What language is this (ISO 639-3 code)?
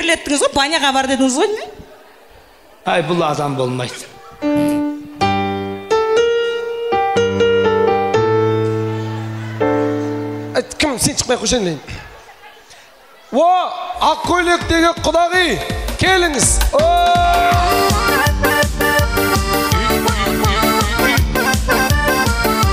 kaz